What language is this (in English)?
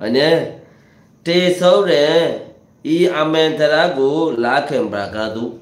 Rohingya